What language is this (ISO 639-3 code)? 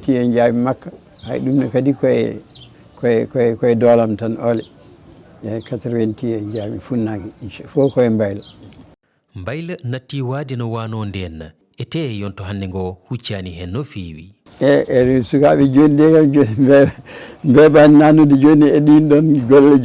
ful